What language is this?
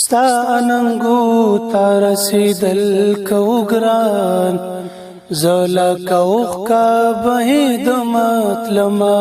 Pashto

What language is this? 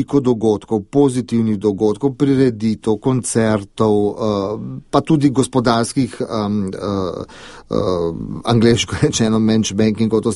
Slovenian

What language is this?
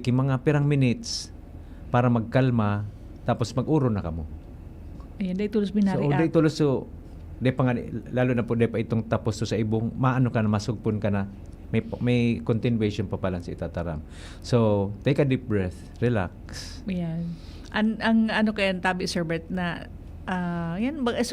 Bikol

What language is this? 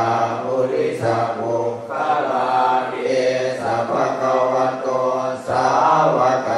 Pali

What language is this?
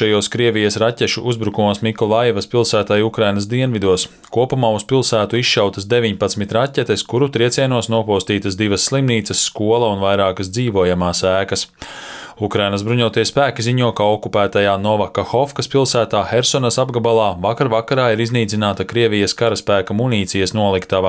Latvian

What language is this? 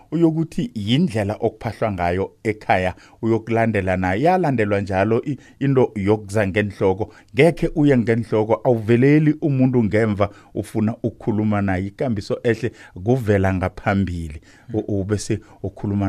South Ndebele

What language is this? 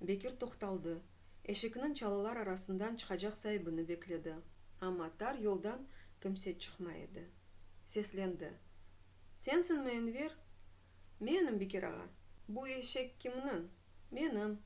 Crimean Tatar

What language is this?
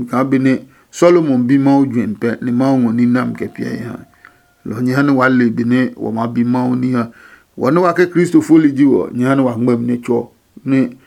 Adangme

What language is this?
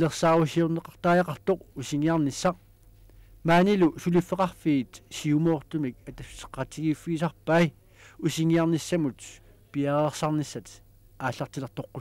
Kalaallisut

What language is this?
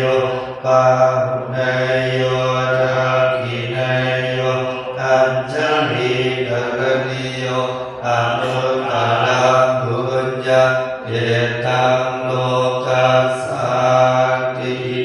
Pali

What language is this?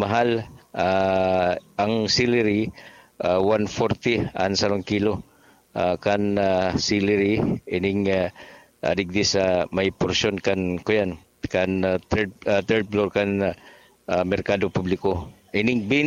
Bikol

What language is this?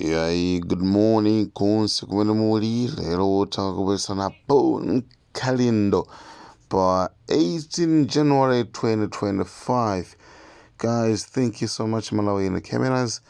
Nyanja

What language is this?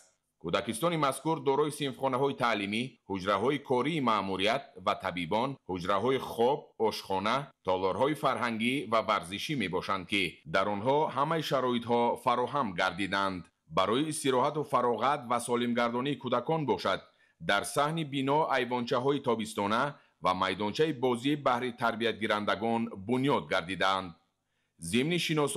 Tajik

